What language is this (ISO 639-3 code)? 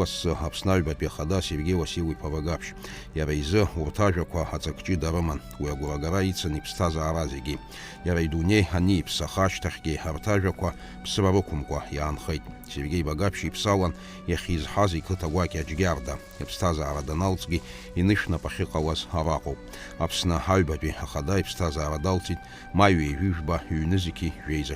abk